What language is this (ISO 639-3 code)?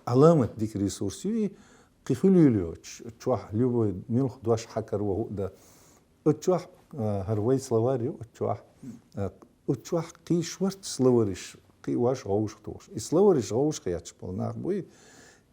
che